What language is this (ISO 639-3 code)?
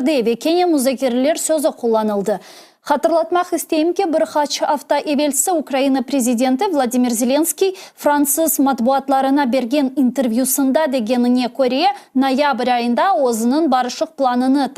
crh